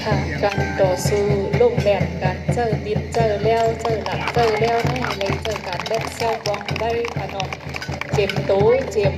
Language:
Shan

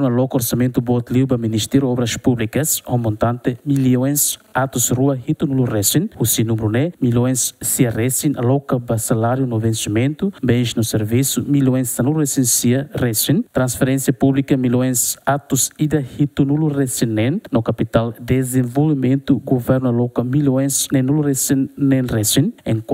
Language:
Tetum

